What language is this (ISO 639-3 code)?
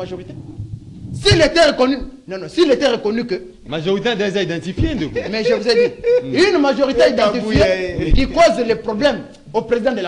fra